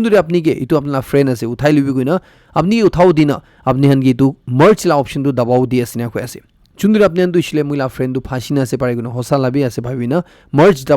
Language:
Naga Pidgin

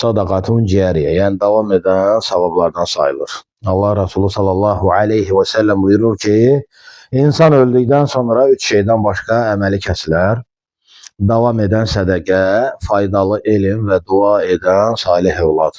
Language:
Azerbaijani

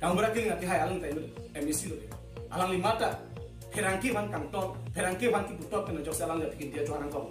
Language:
Karbi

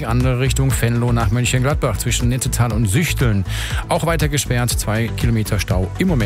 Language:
German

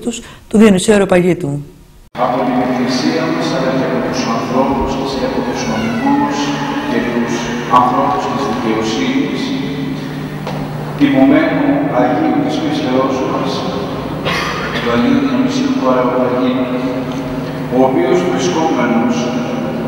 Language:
Greek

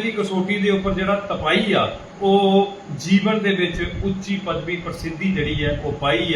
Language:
Dogri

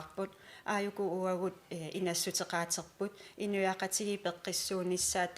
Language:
Kalaallisut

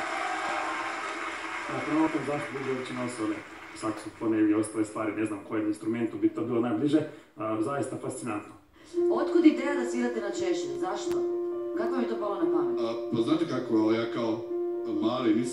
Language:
Croatian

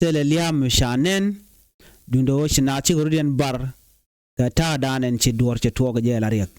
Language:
Nuer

